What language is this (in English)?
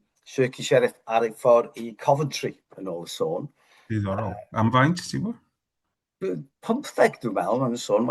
Welsh